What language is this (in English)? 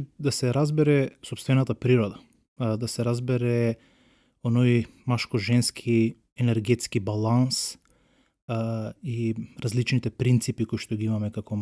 Macedonian